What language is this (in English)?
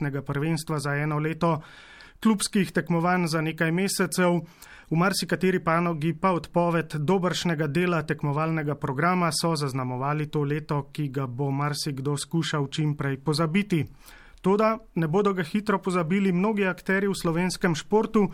Slovenian